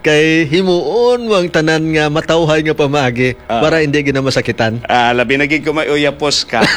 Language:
Hiligaynon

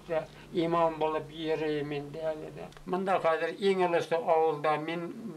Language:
Bashkir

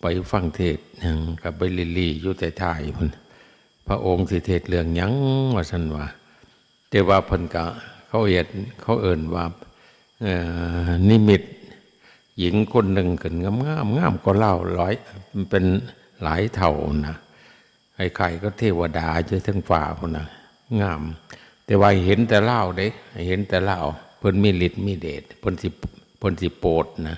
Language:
Northeastern Thai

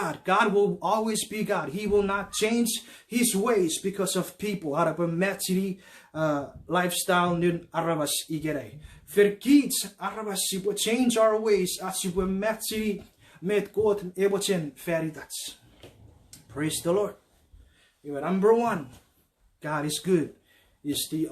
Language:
Chuukese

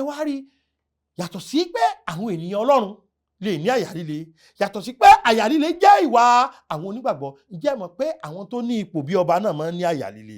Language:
Yoruba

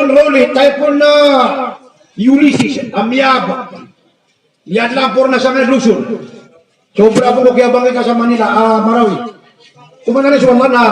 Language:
Maranao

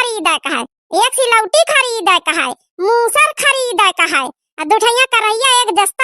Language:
Awadhi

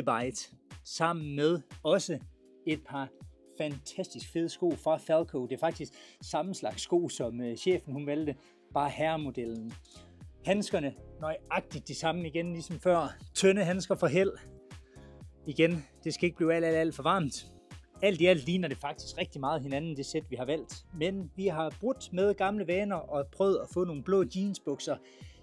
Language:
Danish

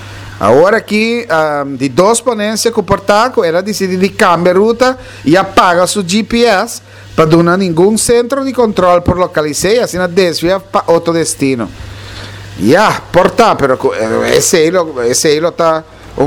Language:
Papiamento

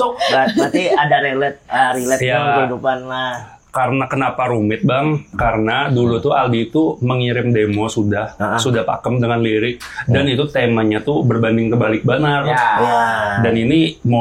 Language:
Banjar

